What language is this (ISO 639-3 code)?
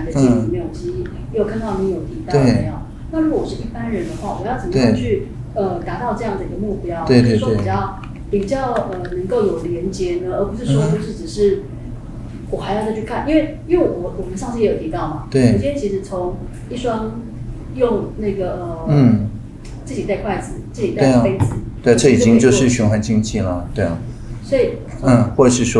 zho